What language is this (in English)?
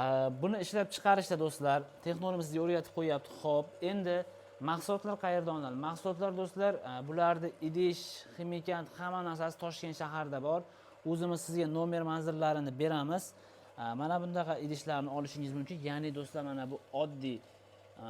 Uzbek